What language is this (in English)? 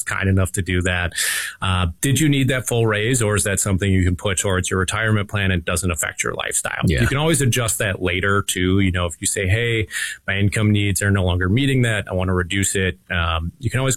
English